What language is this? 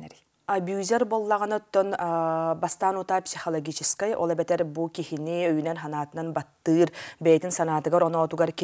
Yakut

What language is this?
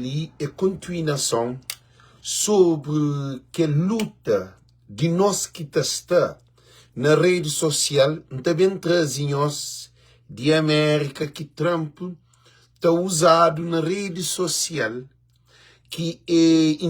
Kabuverdianu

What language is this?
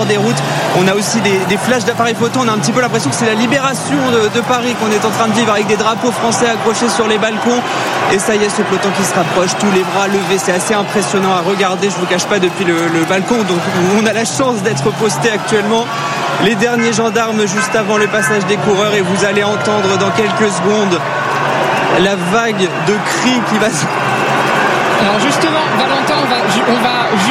French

